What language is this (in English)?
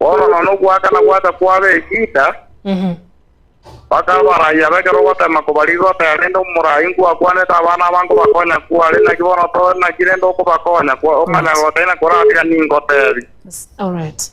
Gusii